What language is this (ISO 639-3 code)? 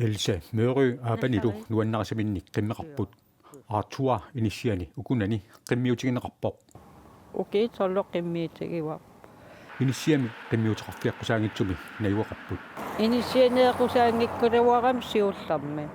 kal